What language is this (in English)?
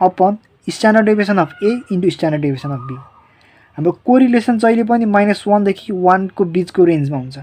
Nepali